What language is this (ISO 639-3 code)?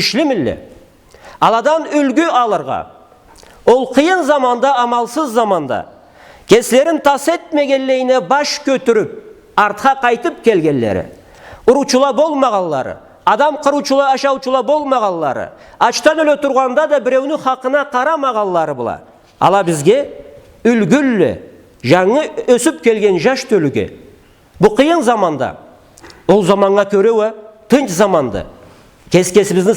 krc